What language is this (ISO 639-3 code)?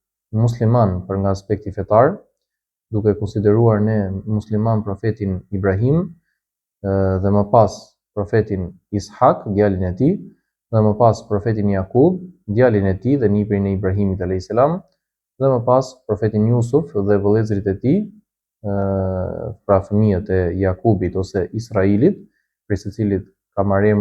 sqi